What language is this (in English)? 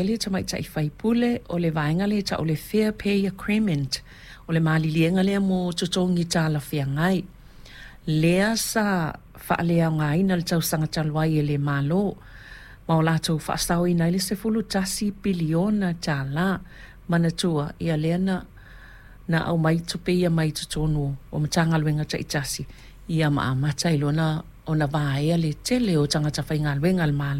Samoan